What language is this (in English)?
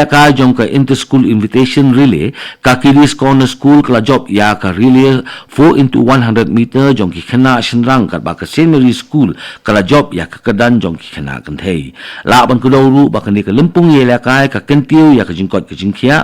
Khasi